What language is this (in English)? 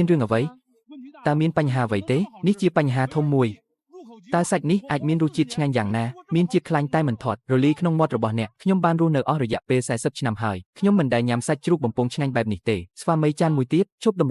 Khmer